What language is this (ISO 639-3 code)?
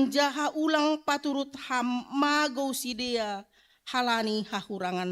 bts